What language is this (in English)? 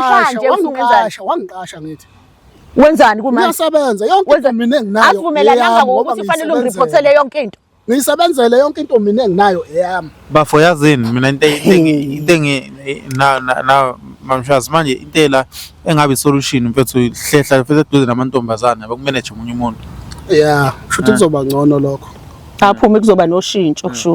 Zulu